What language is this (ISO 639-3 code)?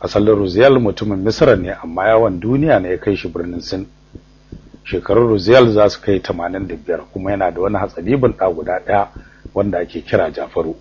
hau